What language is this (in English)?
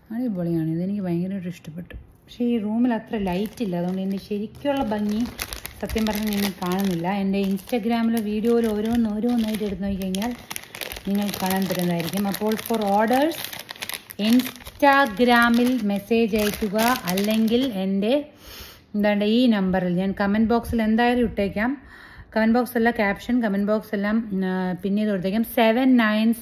Malayalam